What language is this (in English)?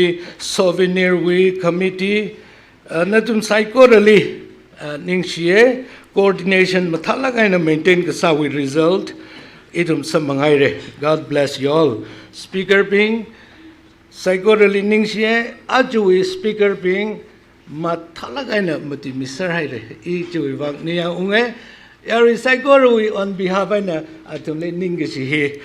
Tangkhul Naga (India)